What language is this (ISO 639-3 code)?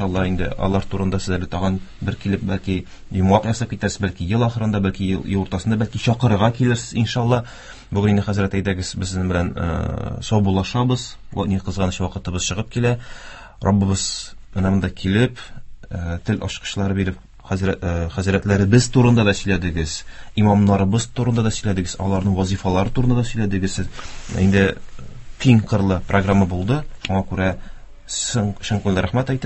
tat